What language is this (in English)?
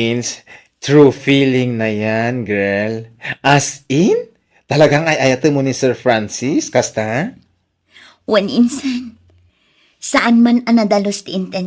Iloko